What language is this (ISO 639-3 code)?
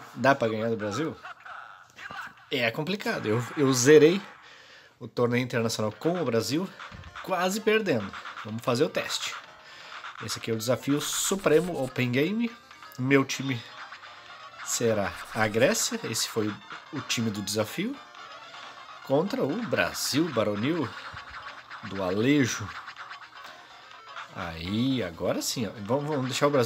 por